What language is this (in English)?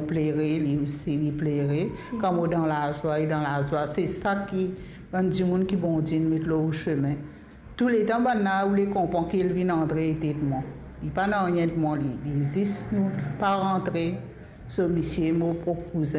Morisyen